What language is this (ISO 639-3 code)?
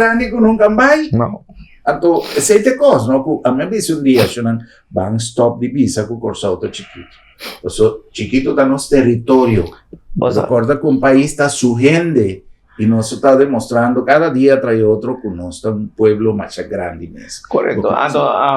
pap